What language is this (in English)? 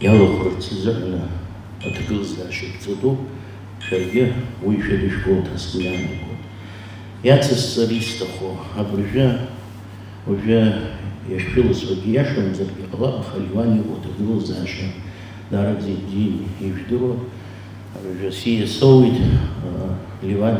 Abkhazian